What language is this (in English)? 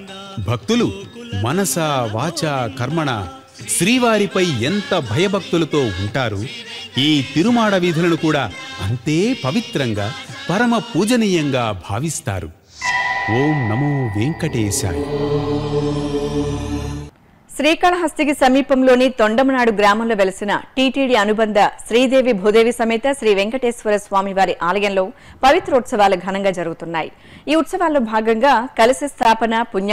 Telugu